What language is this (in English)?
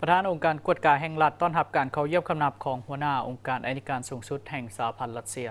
Lao